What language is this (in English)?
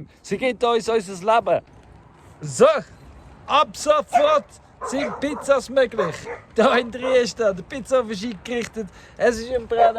Swiss German